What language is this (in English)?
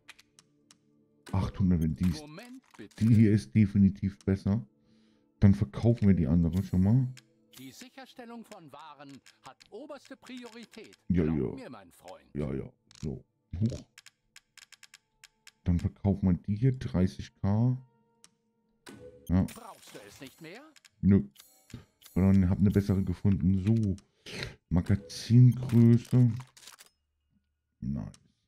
German